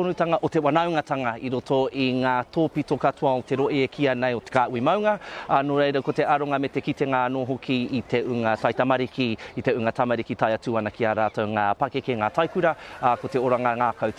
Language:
Māori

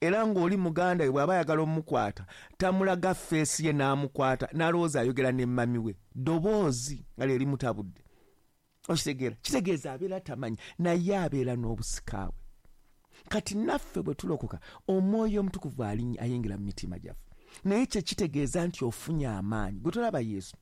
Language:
Ganda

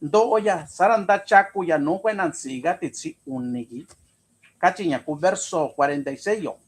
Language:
Mixtepec Mixtec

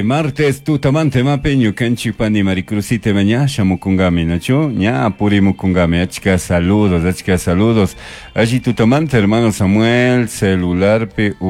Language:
Chimborazo Highland Quichua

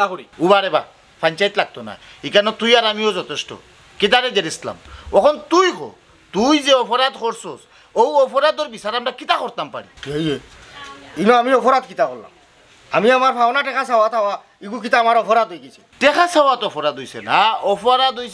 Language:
Sylheti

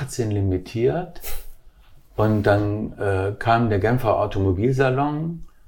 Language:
German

